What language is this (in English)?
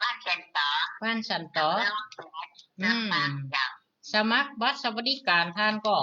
Northern Thai